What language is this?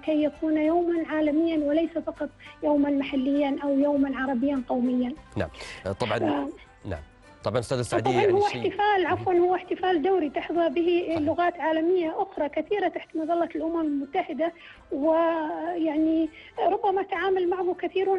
Arabic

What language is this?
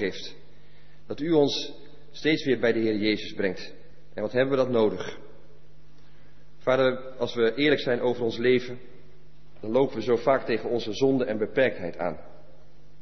Dutch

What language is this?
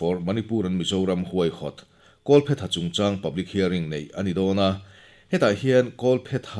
Mizo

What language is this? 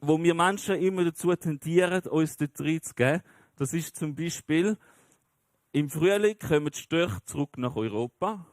Swiss German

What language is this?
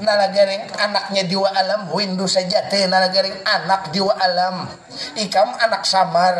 Banjar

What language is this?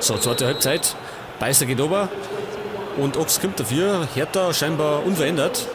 Bavarian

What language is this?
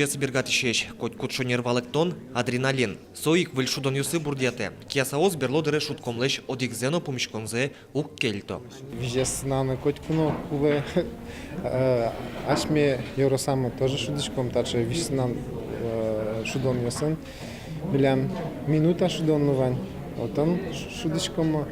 Udmurt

